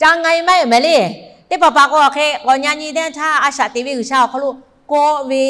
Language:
Lahu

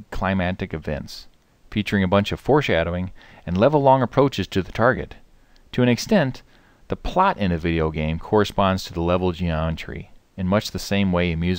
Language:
English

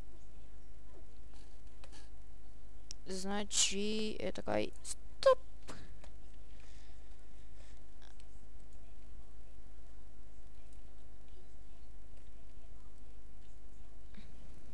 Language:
Bulgarian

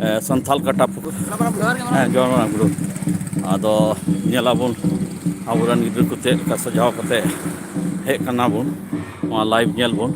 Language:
Santali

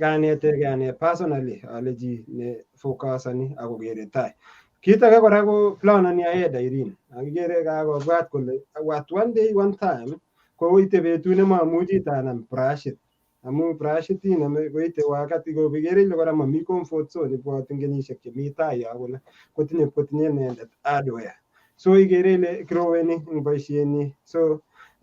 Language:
Kalenjin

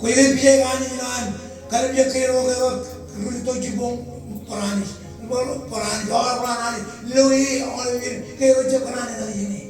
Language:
Marshallese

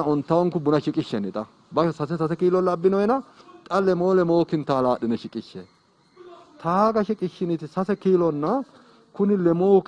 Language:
Sidamo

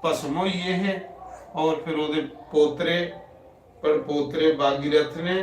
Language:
Dogri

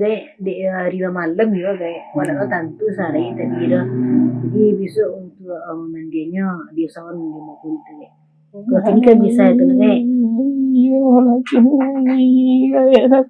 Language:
Minangkabau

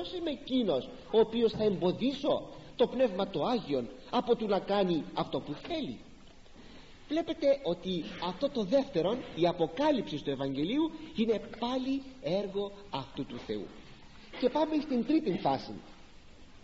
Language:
Greek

